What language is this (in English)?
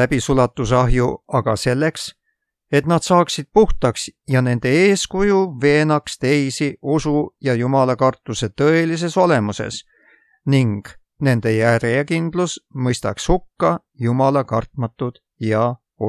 Estonian